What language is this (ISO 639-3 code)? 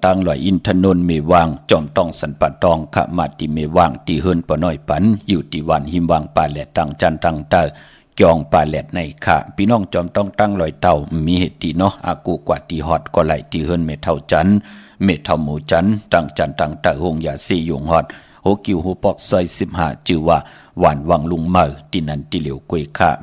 shn